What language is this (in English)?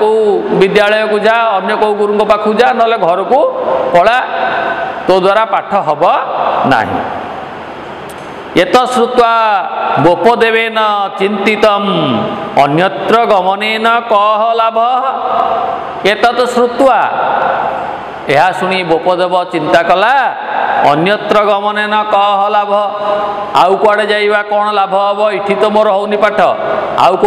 Odia